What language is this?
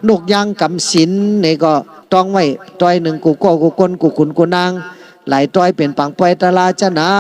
Shan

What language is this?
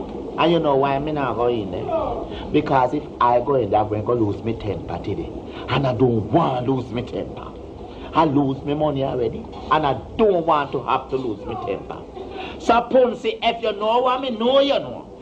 Jamaican Creole English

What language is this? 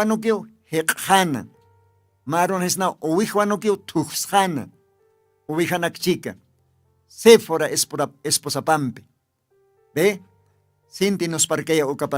Aymara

